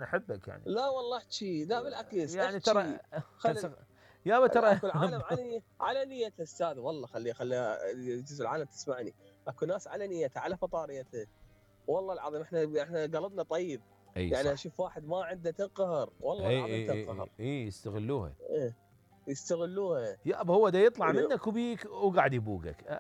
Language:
Mesopotamian Arabic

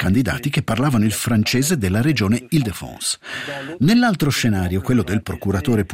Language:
Italian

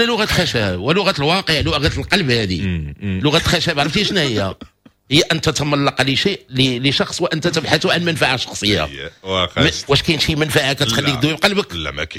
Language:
Moroccan Arabic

